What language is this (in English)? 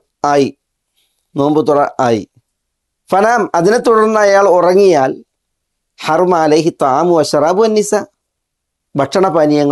Malayalam